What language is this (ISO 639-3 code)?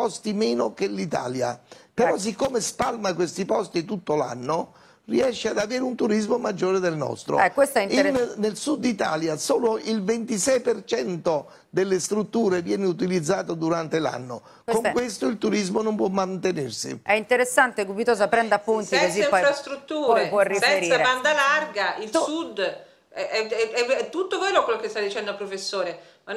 ita